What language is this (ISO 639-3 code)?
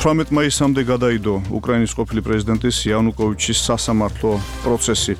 kat